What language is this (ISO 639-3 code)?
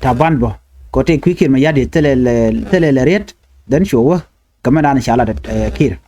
nus